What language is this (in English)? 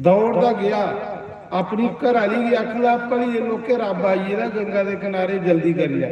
Dogri